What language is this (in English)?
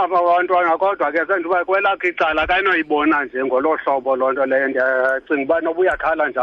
Xhosa